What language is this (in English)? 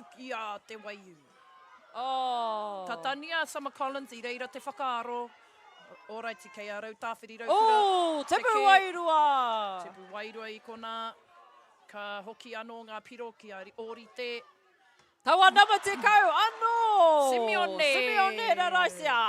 Māori